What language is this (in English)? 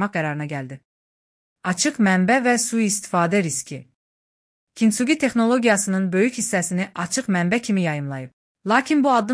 Azerbaijani